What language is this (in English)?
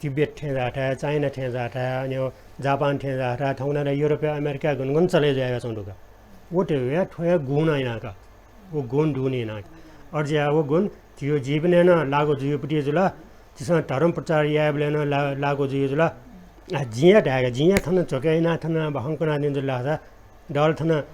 Newari